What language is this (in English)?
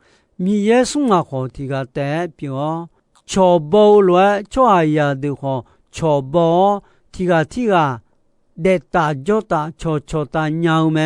Akha